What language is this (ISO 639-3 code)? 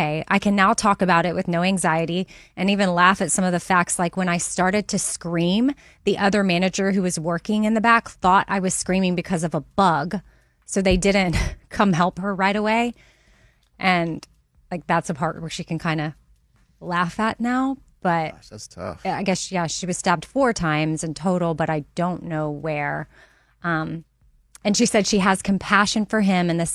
eng